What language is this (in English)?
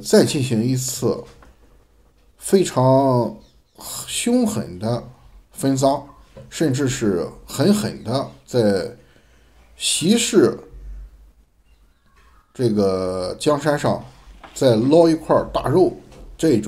Chinese